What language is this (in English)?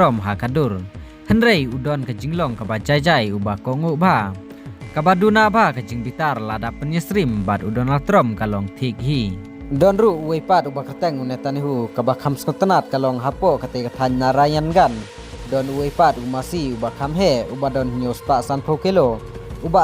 Khasi